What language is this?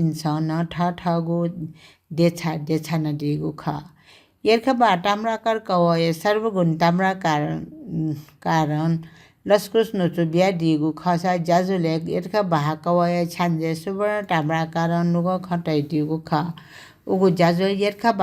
Newari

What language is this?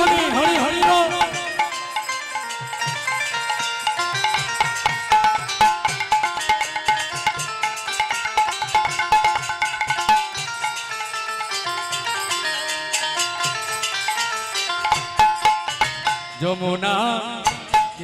Bangla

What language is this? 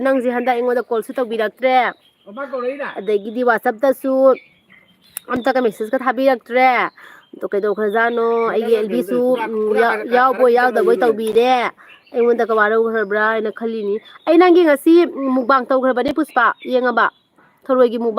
Manipuri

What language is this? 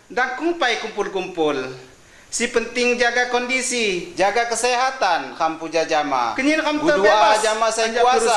Lampung Api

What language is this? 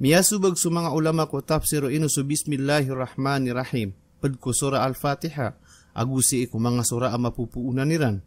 Maranao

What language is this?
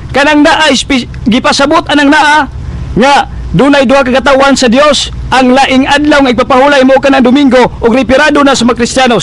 Cebuano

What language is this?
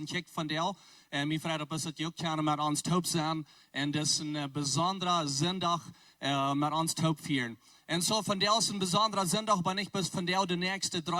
Plautdietsch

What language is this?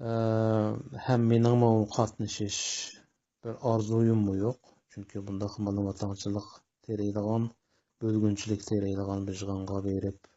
Uyghur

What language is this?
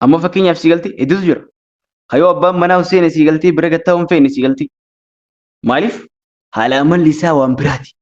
Oromo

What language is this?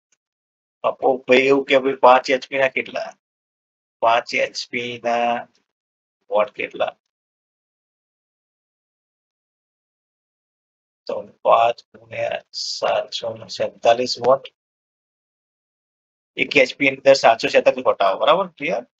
Gujarati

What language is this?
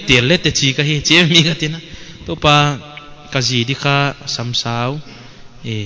Paite Chin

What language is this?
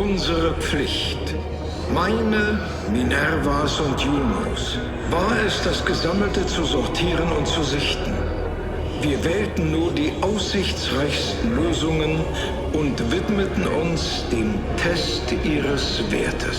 Bavarian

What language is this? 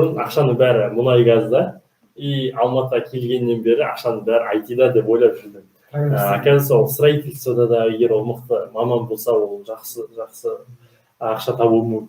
Kazakh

